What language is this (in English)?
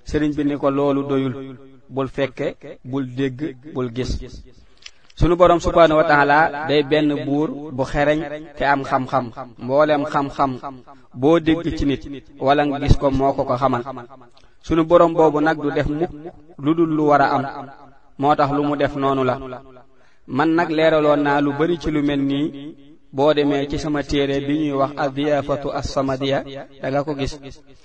Wolof